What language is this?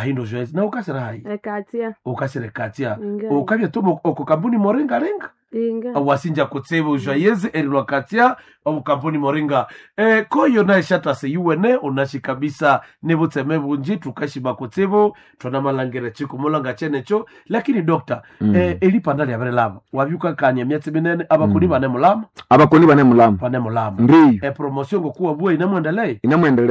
Nande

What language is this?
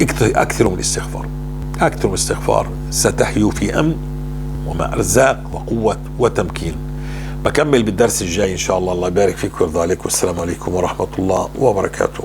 North Levantine Arabic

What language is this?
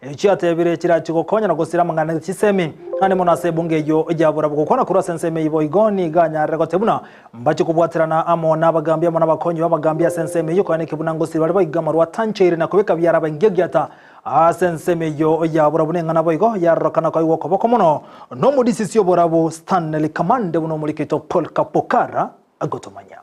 Gusii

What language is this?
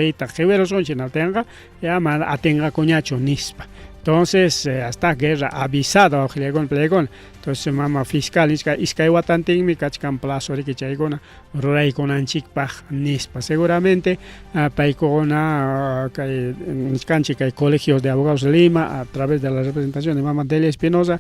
Ayacucho Quechua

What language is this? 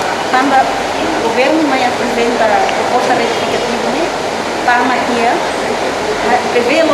Tetum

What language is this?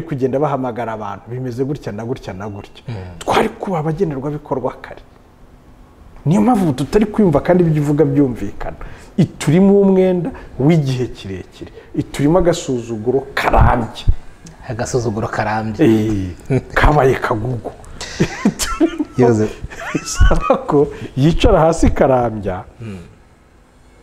Kinyarwanda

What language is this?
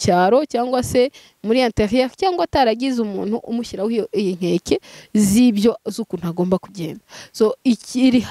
Kinyarwanda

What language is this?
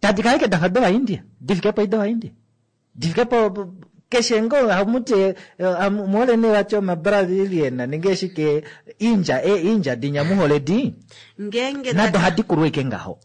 Kuanyama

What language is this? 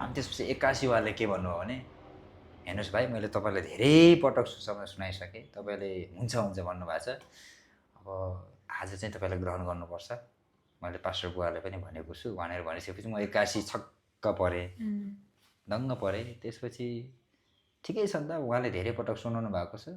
Nepali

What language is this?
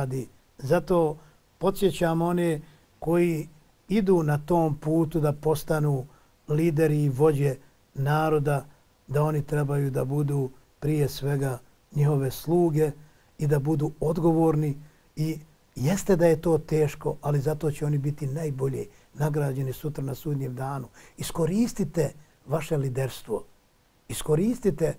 Bosnian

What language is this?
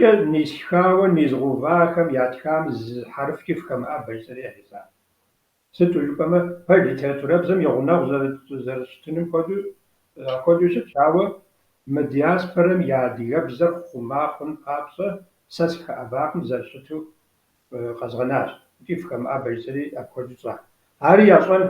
Kabardian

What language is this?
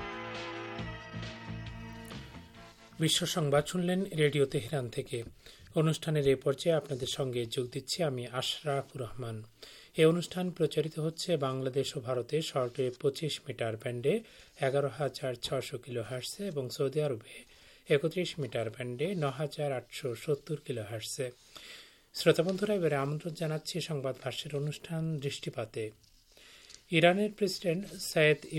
Bangla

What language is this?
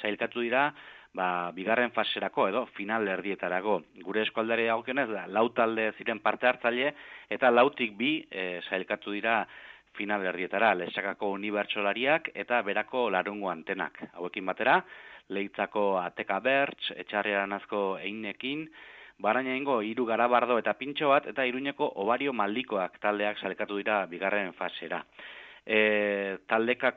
Basque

